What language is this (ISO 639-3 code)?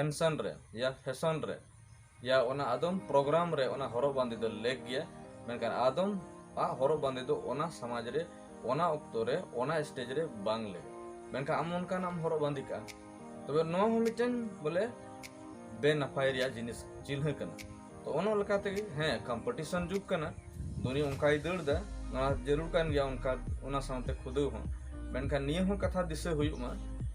sat